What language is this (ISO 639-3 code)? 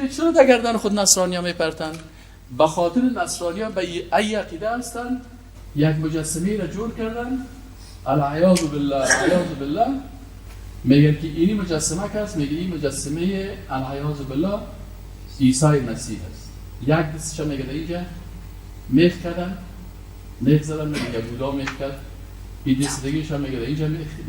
fas